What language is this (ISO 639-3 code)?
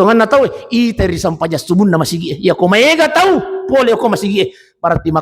bug